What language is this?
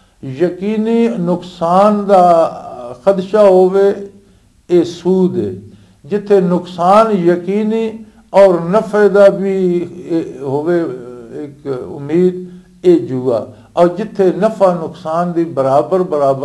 Western Panjabi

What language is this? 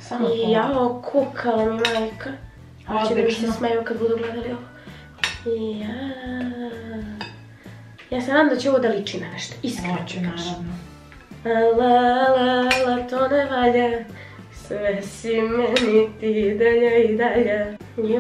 Serbian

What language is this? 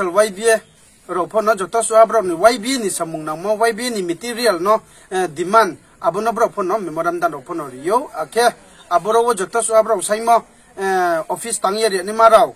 Riang (India)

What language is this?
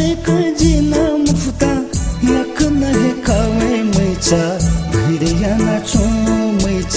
Newari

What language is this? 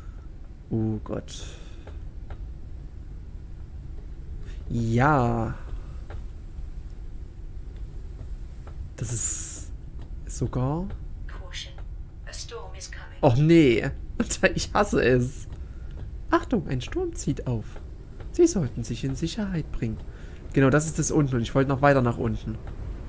German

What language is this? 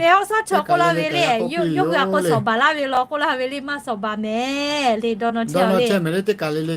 Lahu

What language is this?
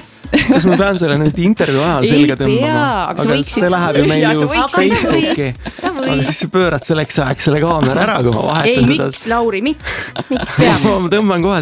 Estonian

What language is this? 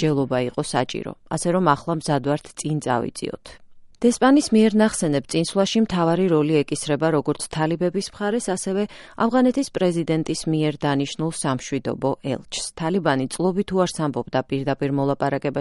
Georgian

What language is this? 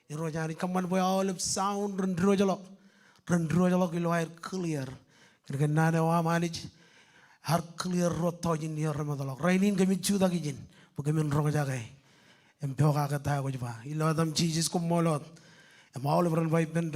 Marshallese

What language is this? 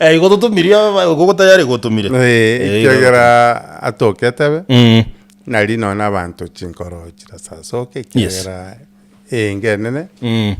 Gusii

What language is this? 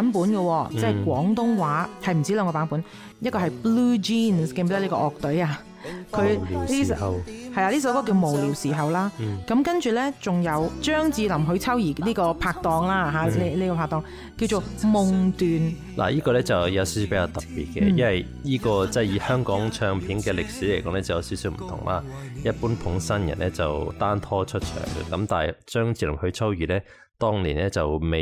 Cantonese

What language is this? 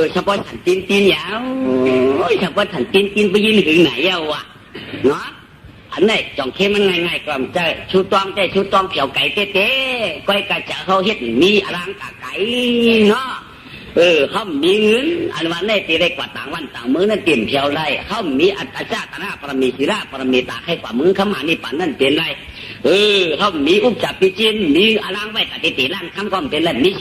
Shan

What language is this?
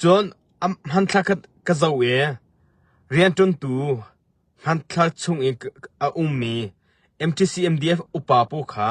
Hakha Chin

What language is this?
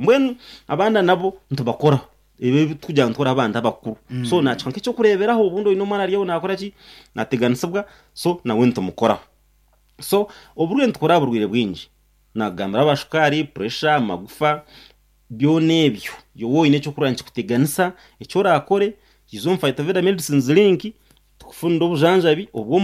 Nyankole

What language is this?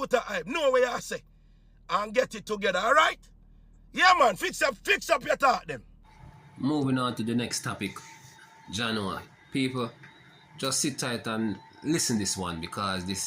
Jamaican Creole English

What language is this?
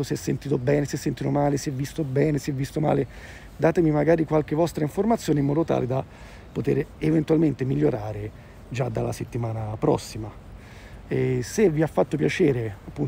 Italian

